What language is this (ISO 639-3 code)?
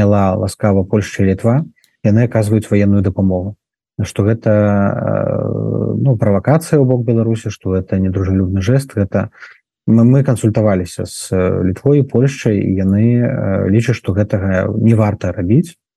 bel